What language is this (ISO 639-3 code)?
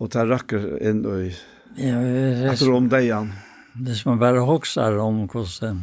fao